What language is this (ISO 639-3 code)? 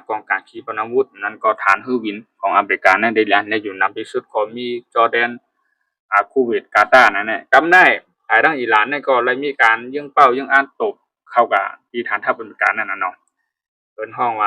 shn